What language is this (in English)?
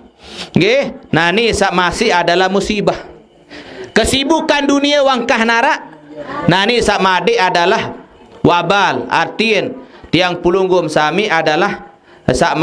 Sasak